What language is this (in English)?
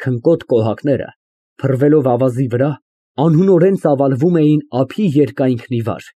Armenian